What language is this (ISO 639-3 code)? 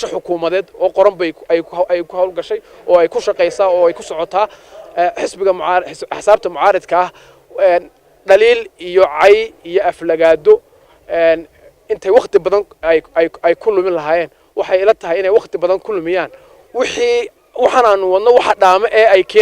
som